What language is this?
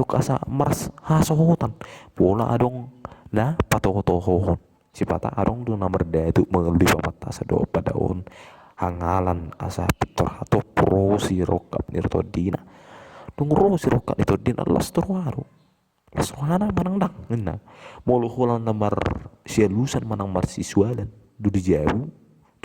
Batak Toba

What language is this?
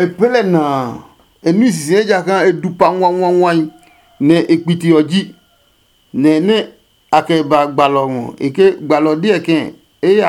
Adangme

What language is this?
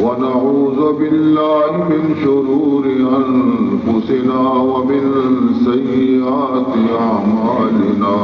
Baluchi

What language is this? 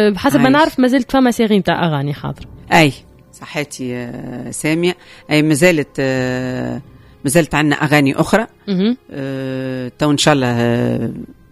Tunisian Arabic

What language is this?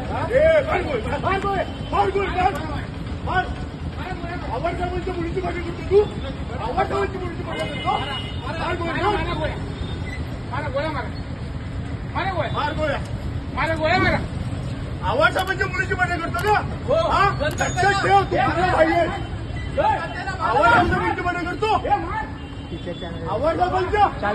Marathi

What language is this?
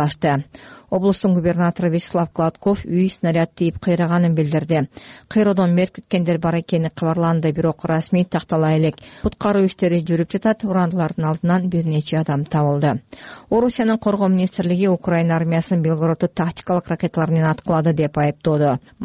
Kyrgyz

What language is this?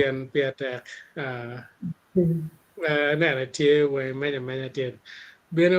Acoli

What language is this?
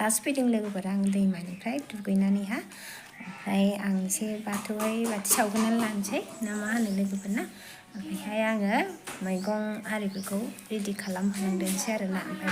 Bodo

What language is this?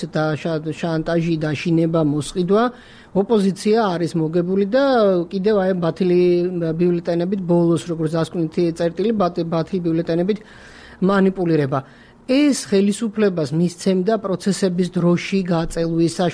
Georgian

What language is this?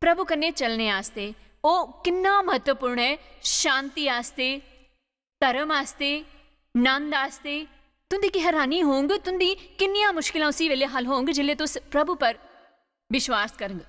Dogri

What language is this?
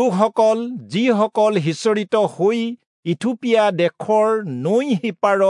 Assamese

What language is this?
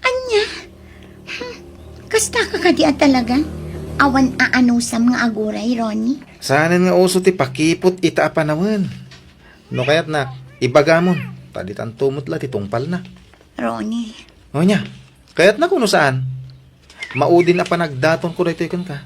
Iloko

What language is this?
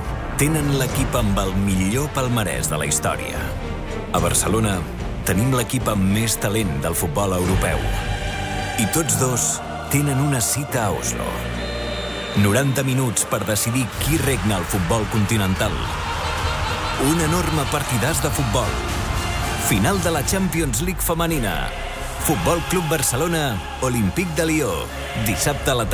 Catalan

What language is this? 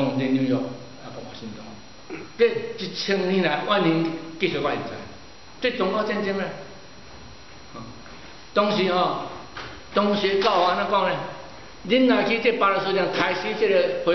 Min Nan Chinese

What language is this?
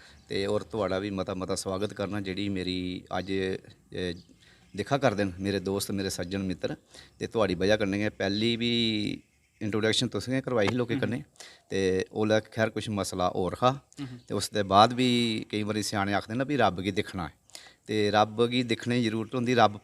Dogri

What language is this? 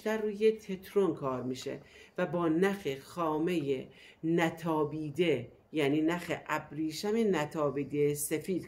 Persian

